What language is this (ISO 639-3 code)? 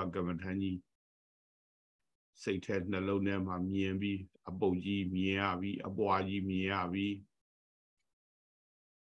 mya